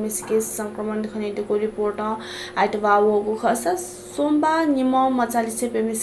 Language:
Newari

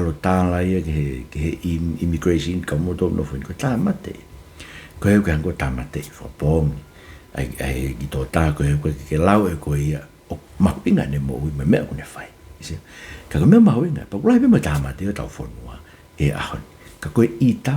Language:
Tongan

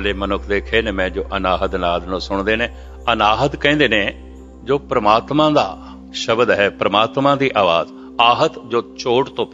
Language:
Punjabi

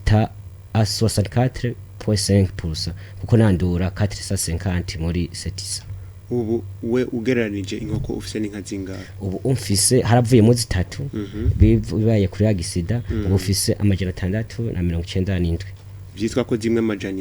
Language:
Rundi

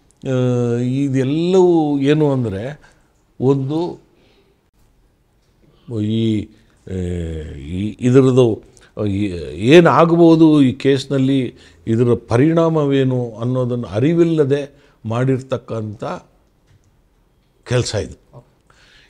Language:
Kannada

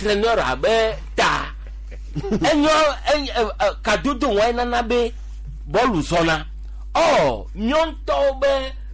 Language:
Gen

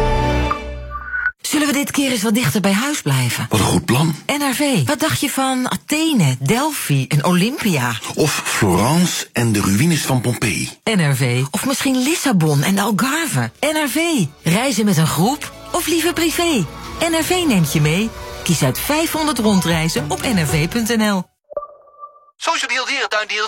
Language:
Dutch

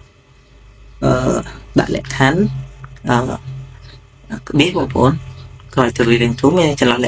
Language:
Khmer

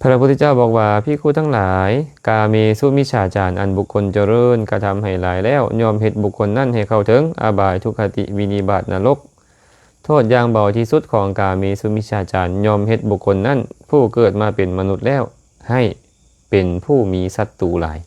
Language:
Lao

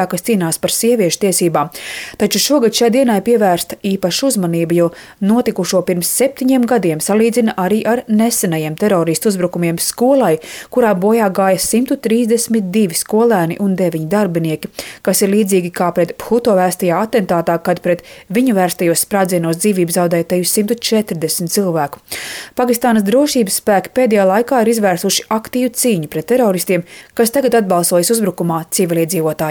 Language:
Latvian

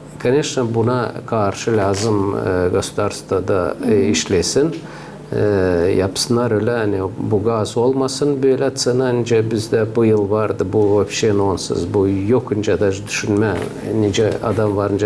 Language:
Gagauz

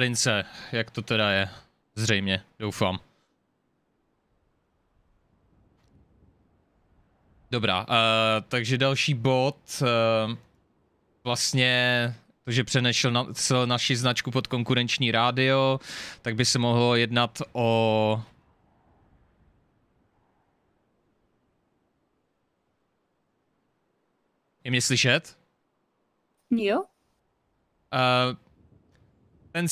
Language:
Czech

